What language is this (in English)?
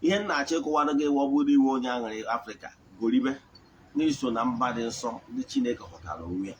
Igbo